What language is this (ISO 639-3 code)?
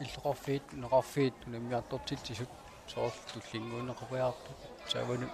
kal